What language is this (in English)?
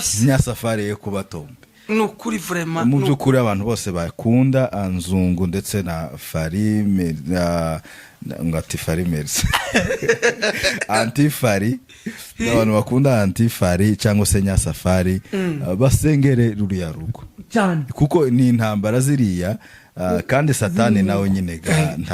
Kinyarwanda